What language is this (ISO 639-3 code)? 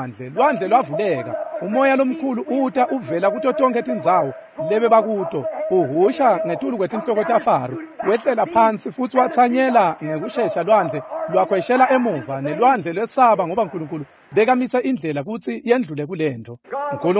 ssw